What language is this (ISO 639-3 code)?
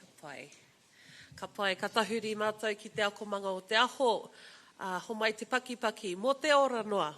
mri